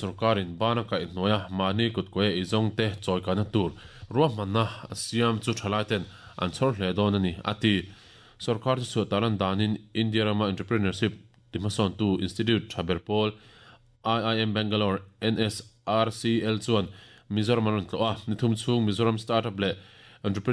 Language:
Mizo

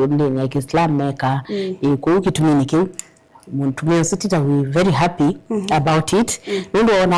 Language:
Kamba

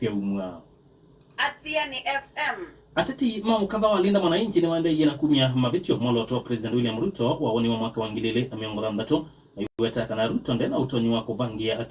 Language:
Kamba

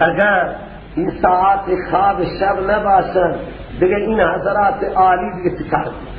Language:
Persian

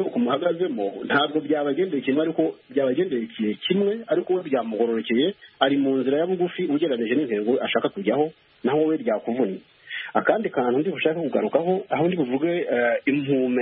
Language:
Kinyarwanda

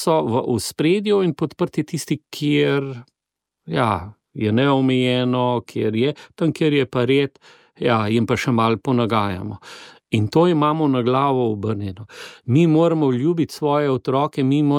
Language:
Slovenian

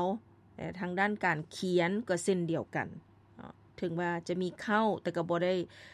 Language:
Lao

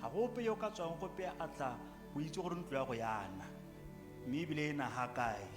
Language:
Tswana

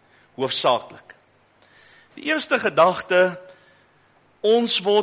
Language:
Afrikaans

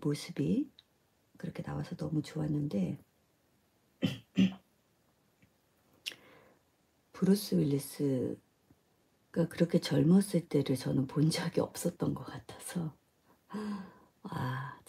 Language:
Korean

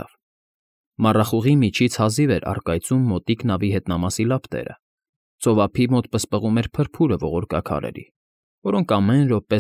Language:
Armenian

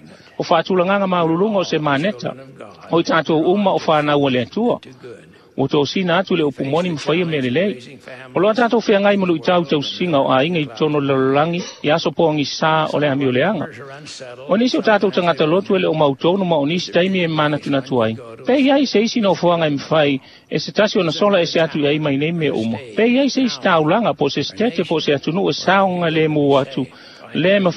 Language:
Samoan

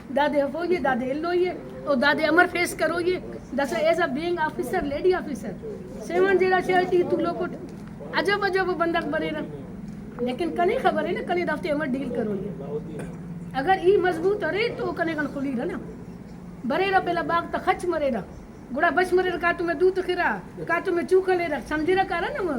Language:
Brahui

